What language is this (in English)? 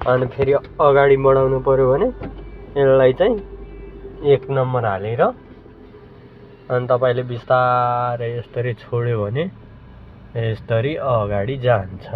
Nepali